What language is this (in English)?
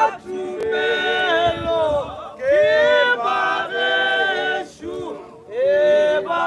Northern Sotho